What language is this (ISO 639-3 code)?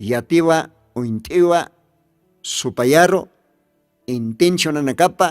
aym